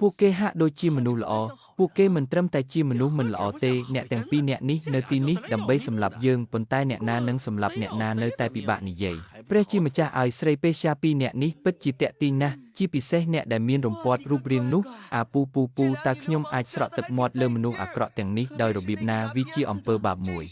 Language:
Khmer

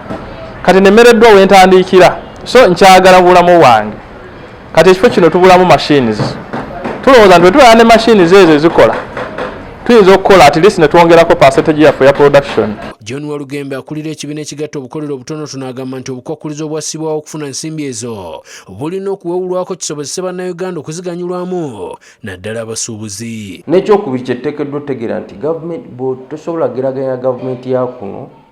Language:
Ganda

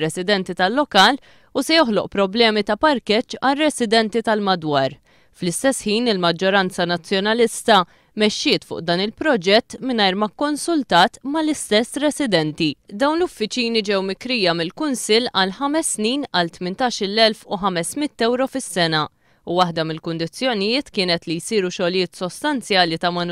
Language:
Maltese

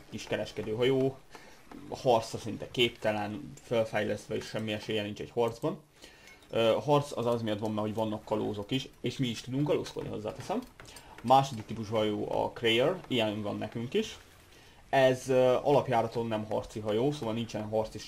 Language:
Hungarian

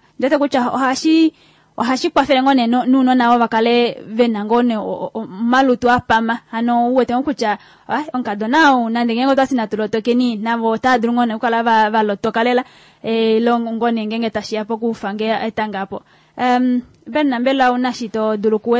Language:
Kuanyama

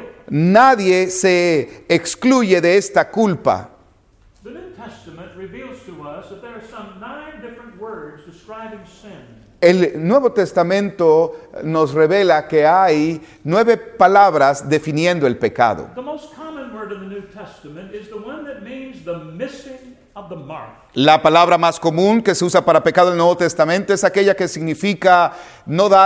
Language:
Spanish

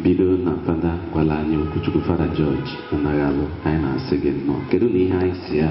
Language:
Igbo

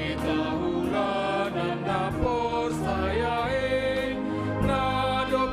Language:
Batak Simalungun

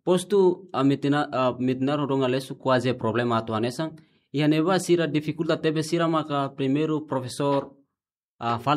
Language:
Tetum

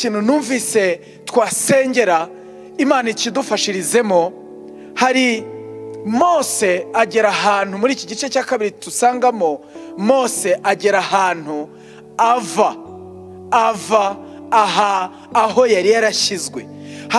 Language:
Kinyarwanda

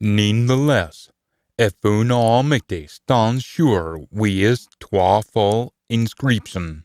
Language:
Scots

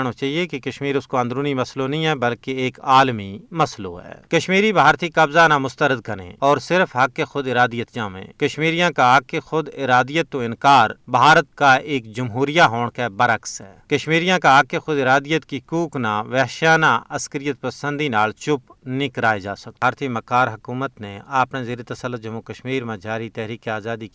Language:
Gujari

